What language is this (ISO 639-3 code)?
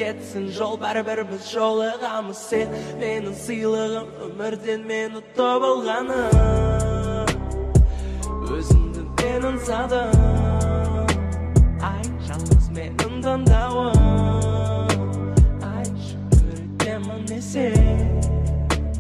kaz